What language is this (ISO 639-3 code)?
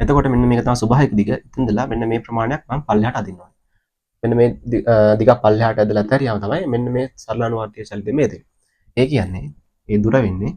sin